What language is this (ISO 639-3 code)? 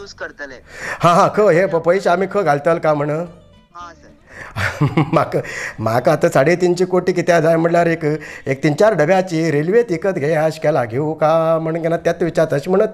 kok